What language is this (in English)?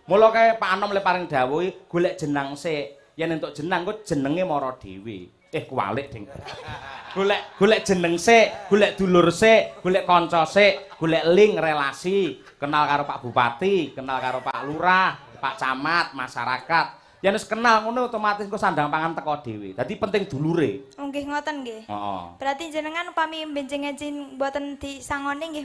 Javanese